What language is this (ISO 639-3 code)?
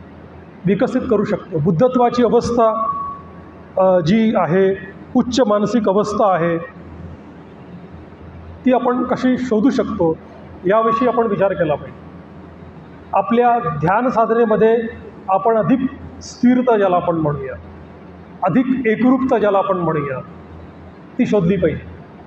mar